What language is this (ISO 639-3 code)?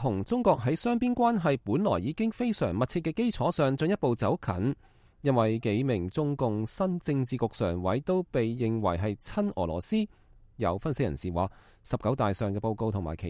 yue